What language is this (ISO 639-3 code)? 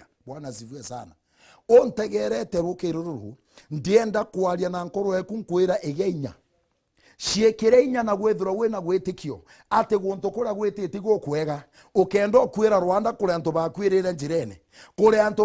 mer